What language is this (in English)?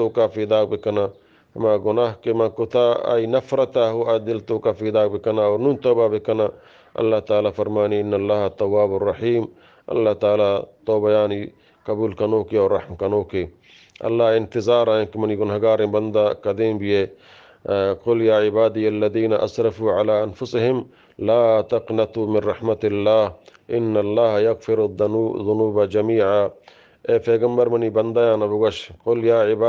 Eastern Balochi